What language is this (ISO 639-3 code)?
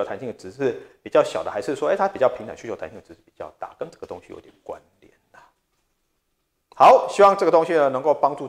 zho